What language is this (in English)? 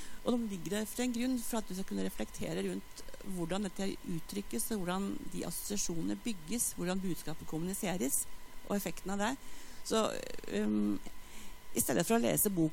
Norwegian